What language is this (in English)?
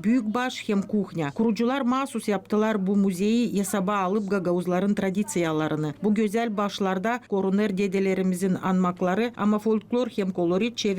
Gagauz